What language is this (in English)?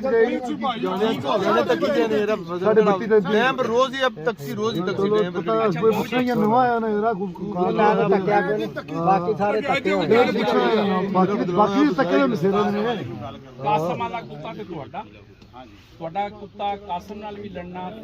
Pahari-Potwari